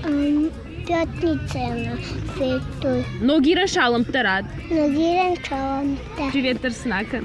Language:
Ossetic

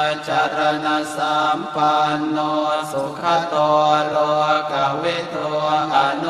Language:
Pali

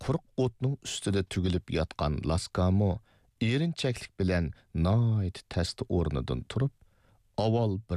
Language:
Uyghur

